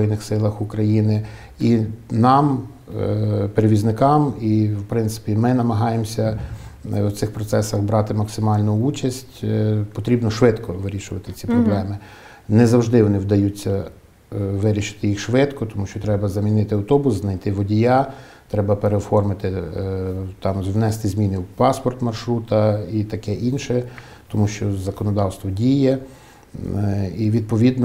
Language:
Ukrainian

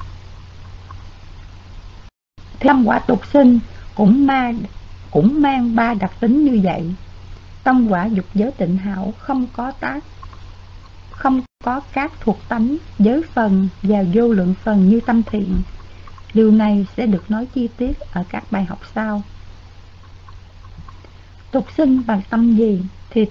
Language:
Vietnamese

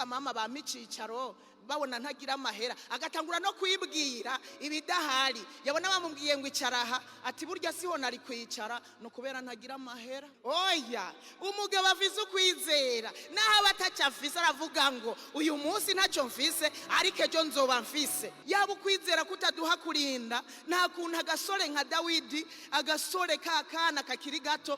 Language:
Rundi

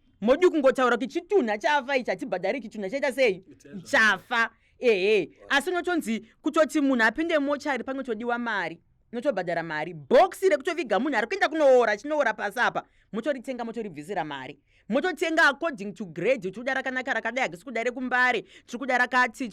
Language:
Shona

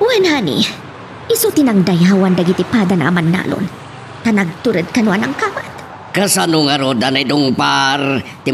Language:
Iloko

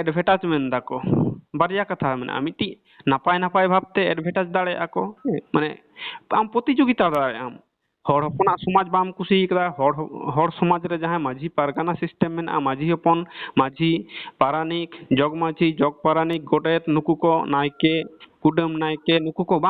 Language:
Santali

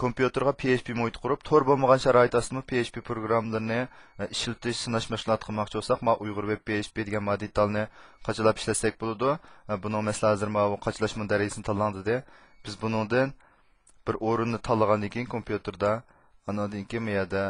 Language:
Uyghur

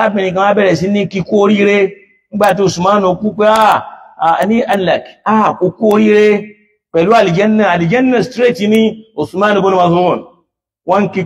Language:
Yoruba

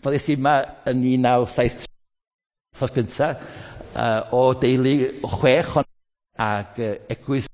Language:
Welsh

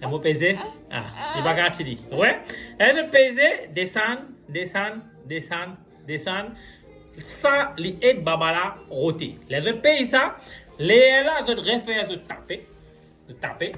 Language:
Morisyen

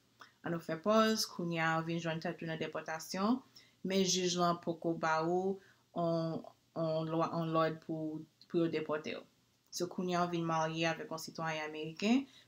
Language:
Haitian Creole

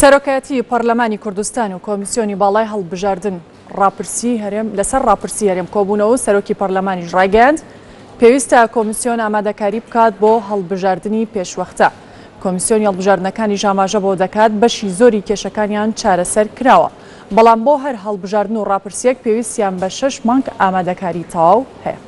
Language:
Central Kurdish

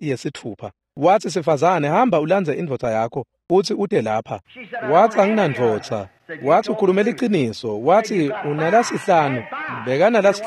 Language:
Swati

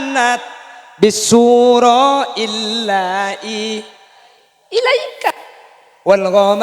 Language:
Madurese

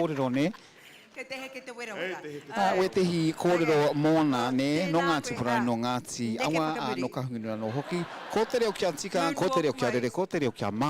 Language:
Māori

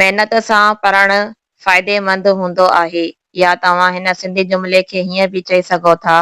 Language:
Sindhi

